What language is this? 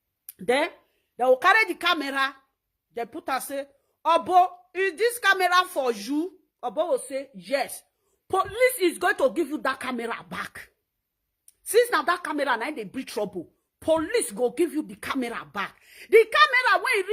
Nigerian Pidgin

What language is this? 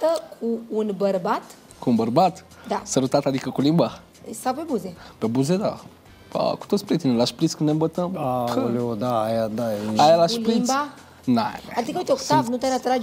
Romanian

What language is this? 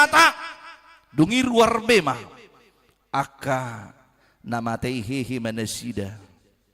Batak Toba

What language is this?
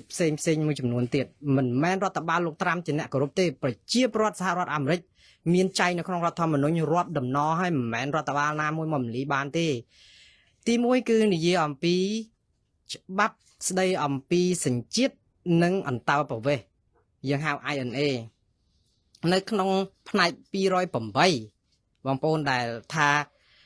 Khmer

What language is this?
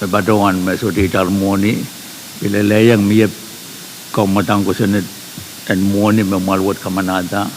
Pohnpeian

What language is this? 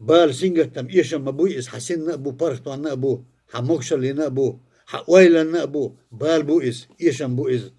Chechen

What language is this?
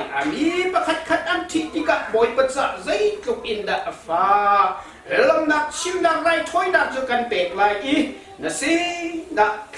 Hakha Chin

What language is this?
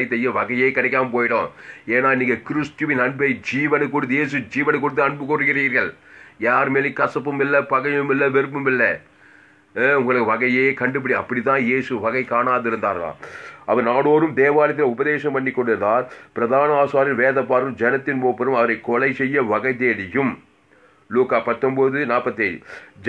Tamil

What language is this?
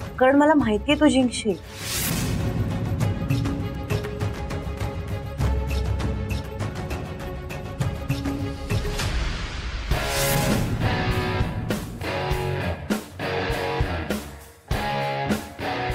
Marathi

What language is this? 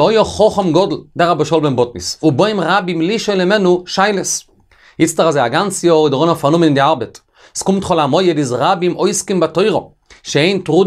Yiddish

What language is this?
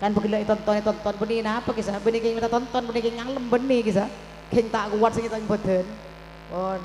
Madurese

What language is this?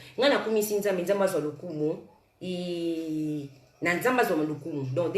Lingala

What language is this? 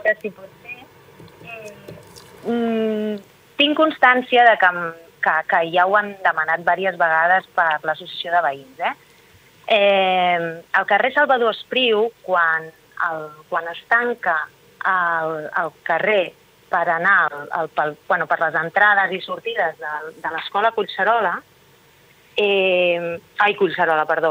Catalan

